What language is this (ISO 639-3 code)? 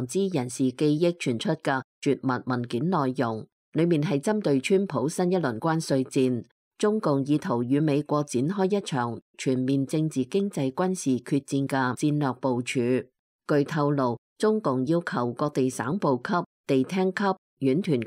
yue